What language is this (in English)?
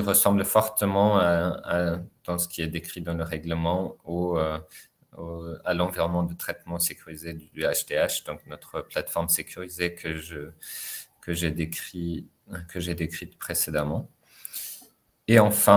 French